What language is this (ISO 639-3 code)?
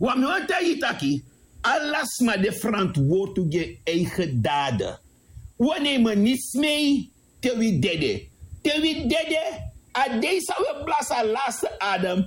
srn